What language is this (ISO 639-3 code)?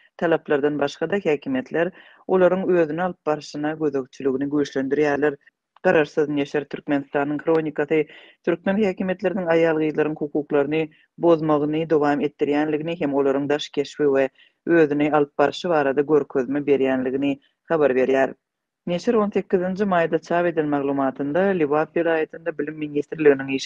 tuk